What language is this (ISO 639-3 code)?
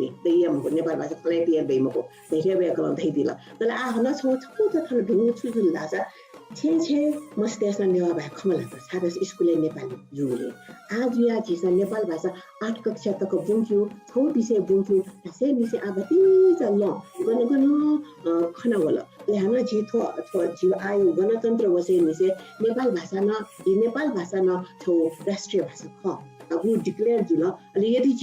new